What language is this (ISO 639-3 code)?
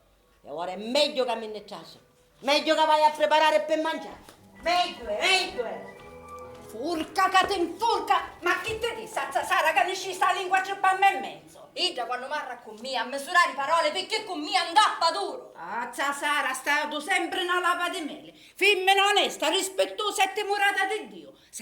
scn